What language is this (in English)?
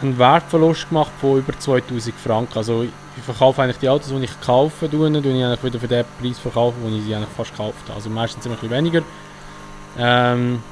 Swiss German